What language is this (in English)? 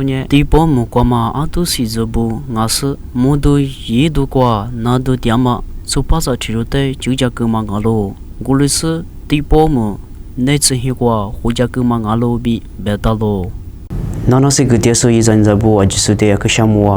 Lisu